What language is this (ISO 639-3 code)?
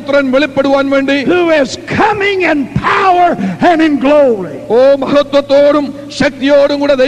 mal